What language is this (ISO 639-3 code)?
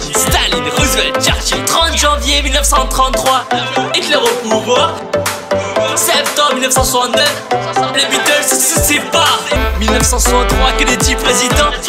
fra